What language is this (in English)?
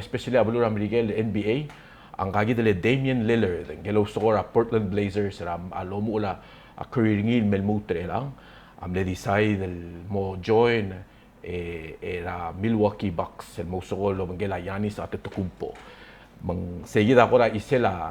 Palauan